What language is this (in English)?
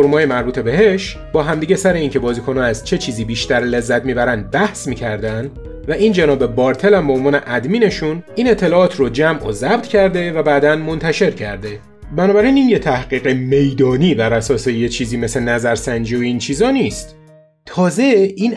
Persian